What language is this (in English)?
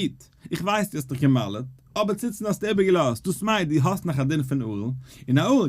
Yiddish